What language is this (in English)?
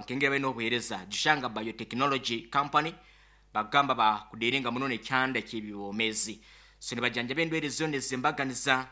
Nyankole